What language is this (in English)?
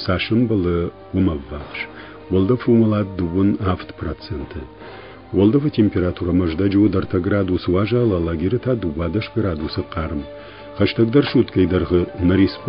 Ossetic